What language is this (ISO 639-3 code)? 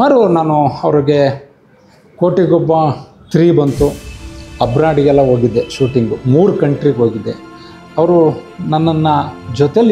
kan